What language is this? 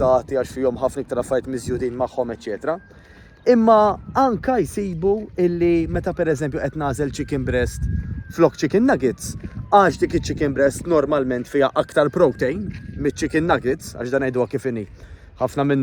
Maltese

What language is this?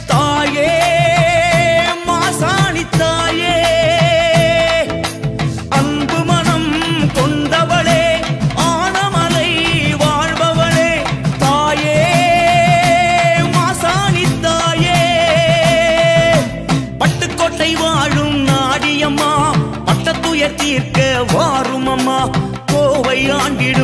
Tamil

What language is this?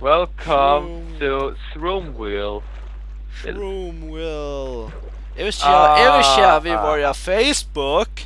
Faroese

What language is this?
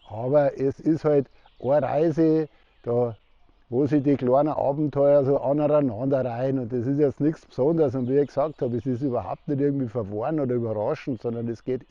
Bavarian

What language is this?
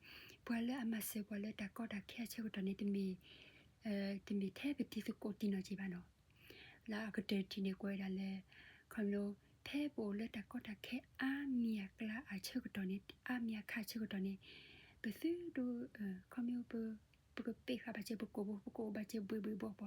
S'gaw Karen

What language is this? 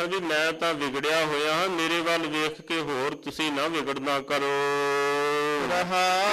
Punjabi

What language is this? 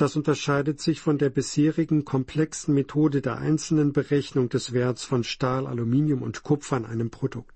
German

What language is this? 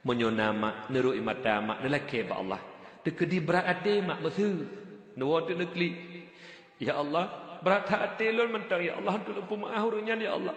Achinese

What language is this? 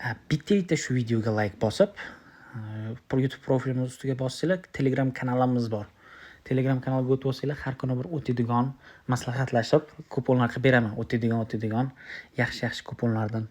Uzbek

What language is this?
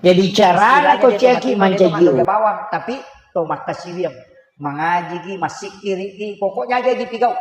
Buginese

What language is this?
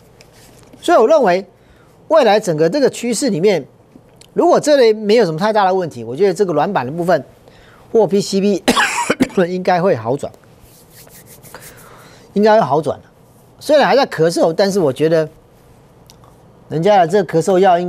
Chinese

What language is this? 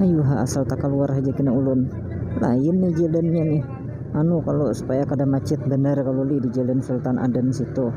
Banjar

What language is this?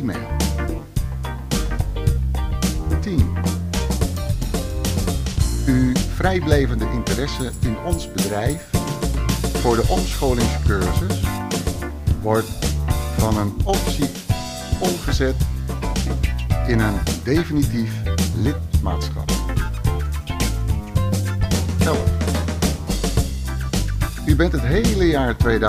Dutch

